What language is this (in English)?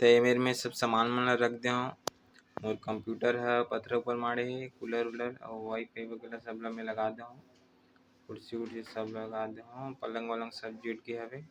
Chhattisgarhi